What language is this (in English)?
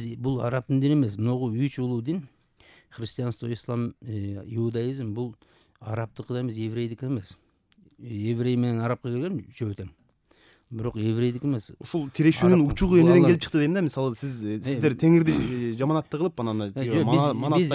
Kyrgyz